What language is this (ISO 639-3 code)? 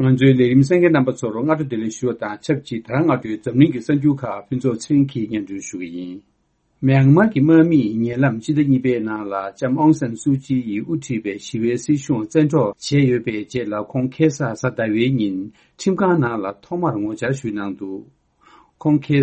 bod